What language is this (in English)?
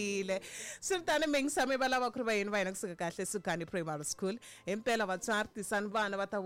Tsonga